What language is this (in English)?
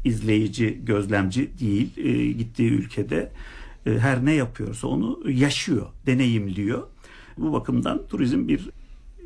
Turkish